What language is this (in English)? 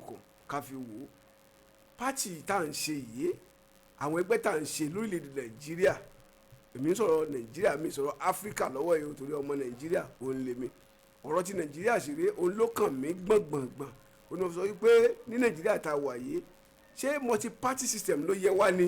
Yoruba